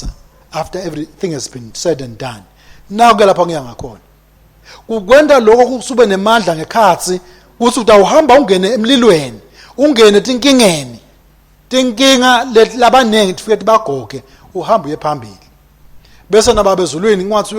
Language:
Swati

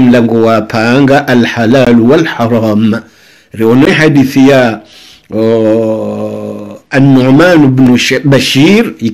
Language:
Swahili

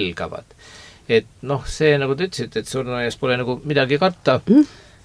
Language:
Estonian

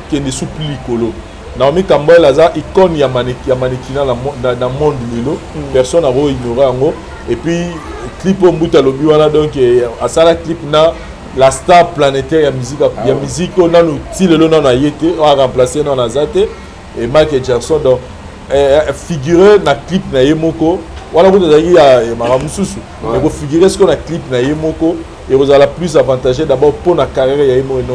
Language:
Lingala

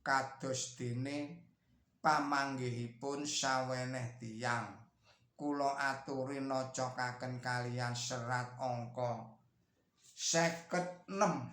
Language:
Javanese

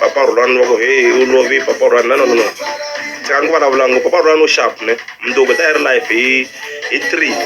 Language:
Tsonga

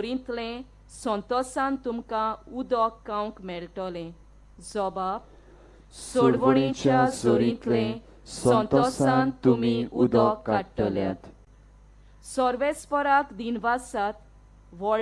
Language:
Konkani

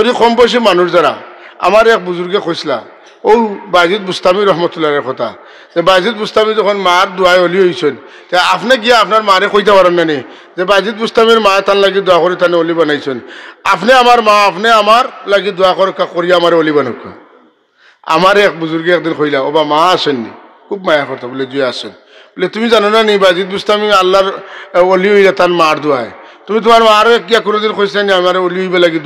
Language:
Sylheti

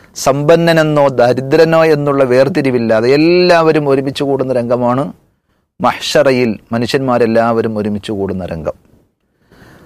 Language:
Malayalam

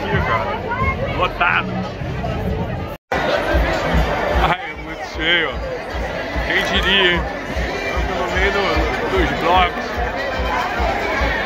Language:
Portuguese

